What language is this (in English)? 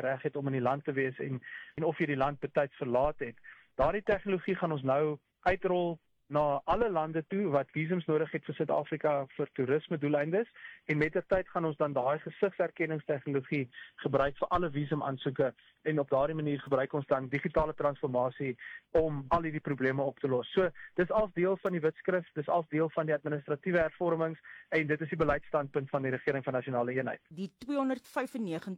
Afrikaans